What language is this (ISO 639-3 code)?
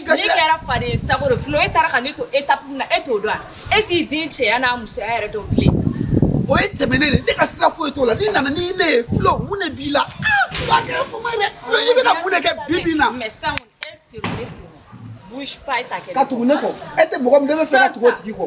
bam